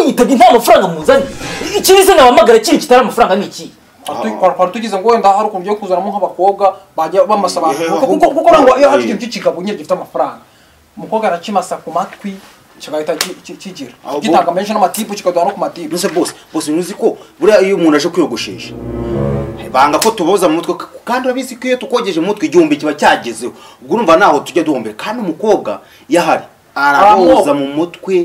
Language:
Kinyarwanda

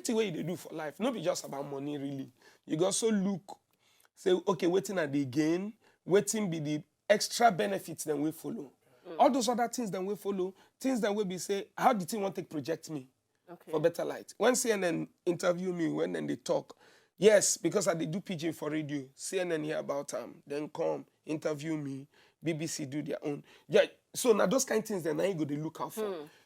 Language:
Nigerian Pidgin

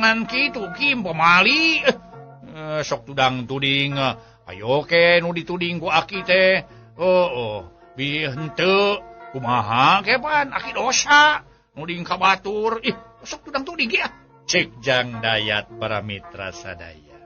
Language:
Sundanese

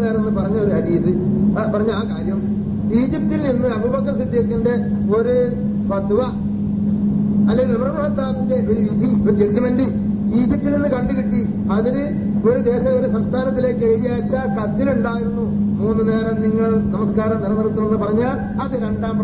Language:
Malayalam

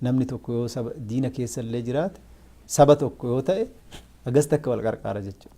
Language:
Oromo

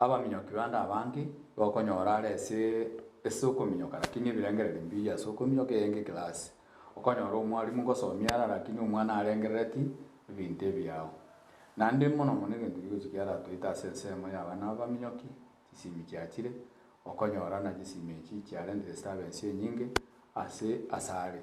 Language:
Gusii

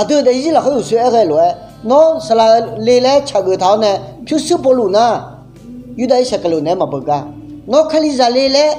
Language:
Akha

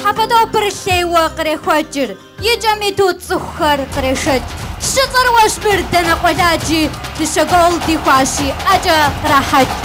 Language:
Kabardian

